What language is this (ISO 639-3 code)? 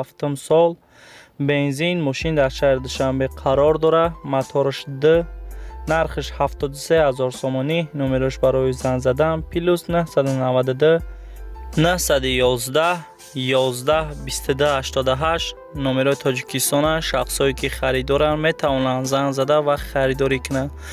tgk